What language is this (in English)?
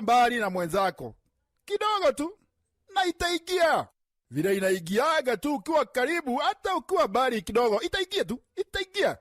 Meru